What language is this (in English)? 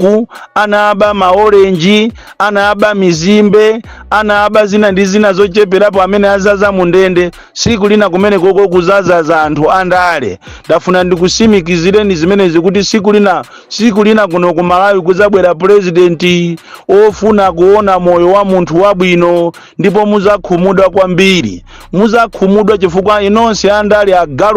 Nyanja